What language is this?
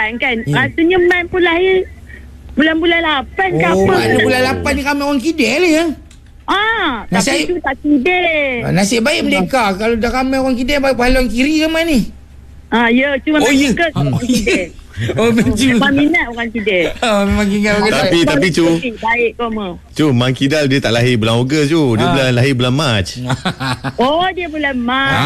Malay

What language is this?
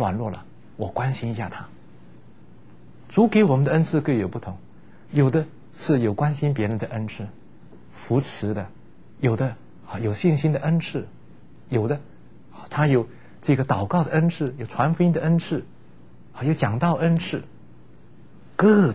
Chinese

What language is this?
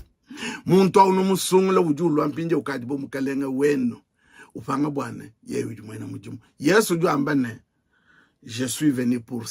Luba-Lulua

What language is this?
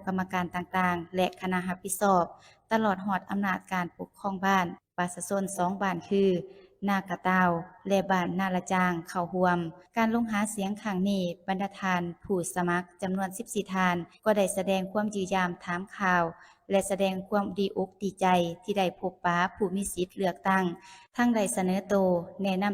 Lao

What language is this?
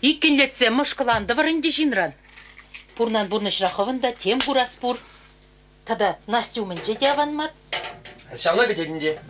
Chuvash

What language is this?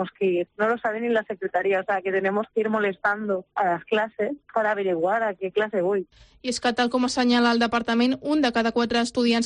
Catalan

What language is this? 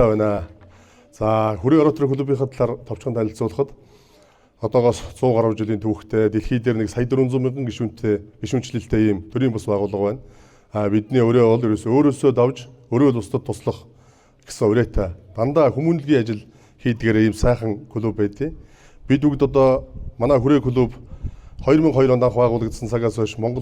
Mongolian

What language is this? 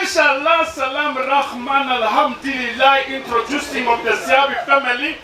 Northern Sotho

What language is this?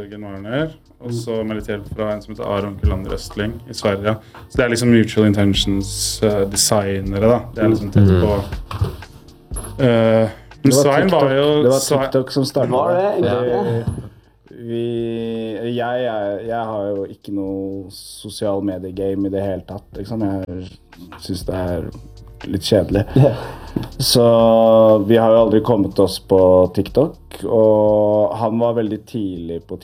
Norwegian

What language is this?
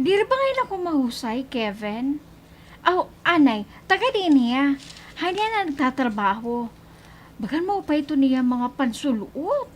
Waray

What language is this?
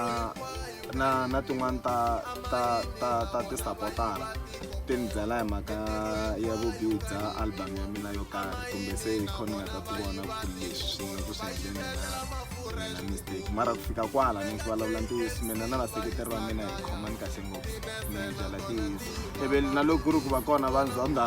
Tsonga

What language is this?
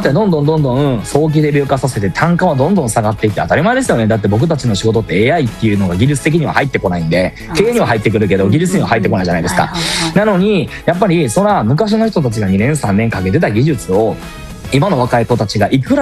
Japanese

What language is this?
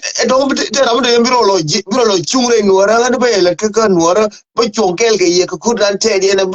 Nuer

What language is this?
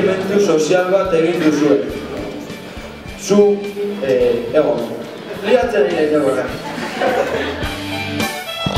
Basque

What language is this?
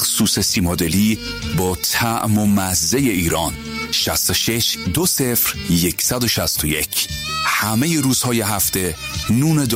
Persian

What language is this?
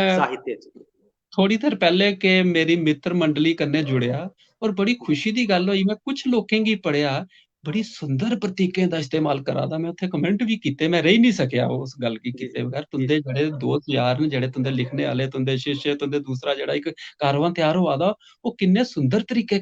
Dogri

